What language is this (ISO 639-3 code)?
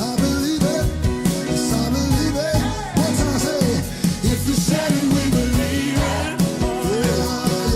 mfe